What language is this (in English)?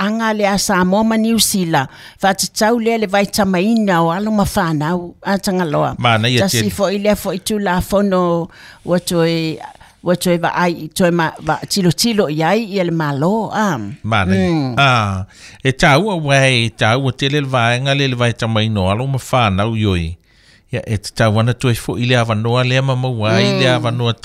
Samoan